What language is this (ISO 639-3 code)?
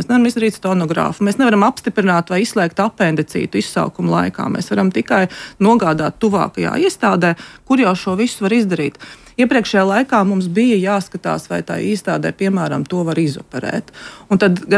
lav